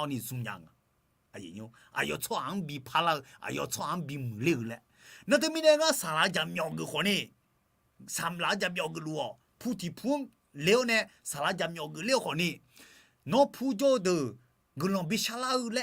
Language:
Akha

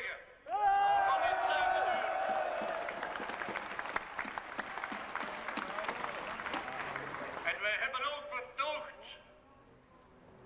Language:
Dutch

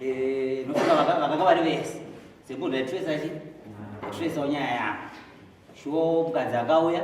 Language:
Shona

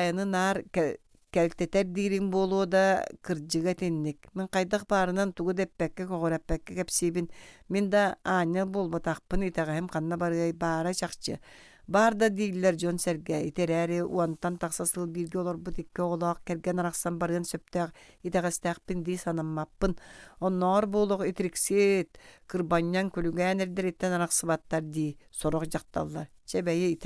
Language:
Yakut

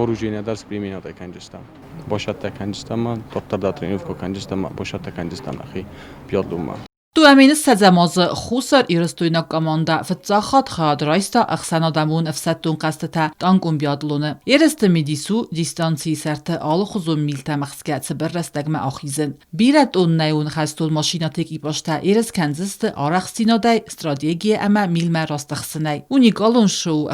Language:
Ossetic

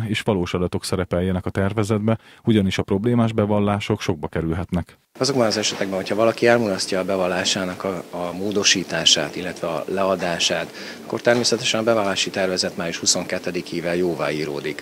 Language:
Hungarian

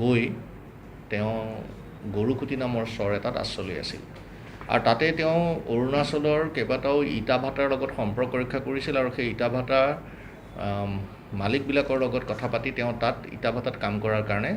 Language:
Assamese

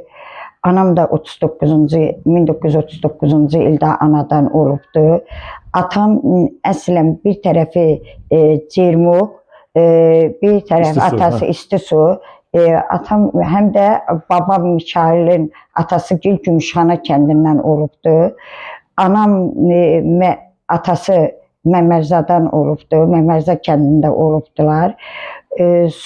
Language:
Azerbaijani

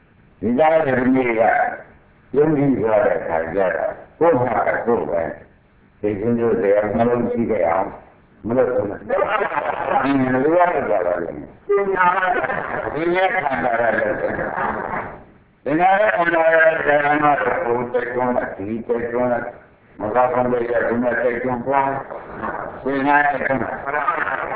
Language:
Burmese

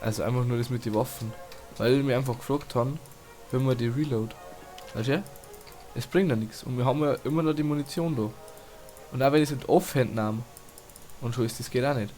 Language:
Bavarian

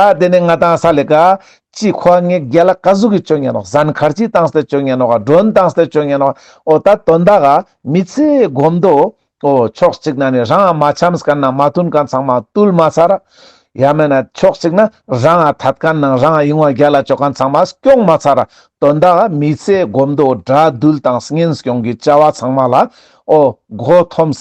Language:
Ladakhi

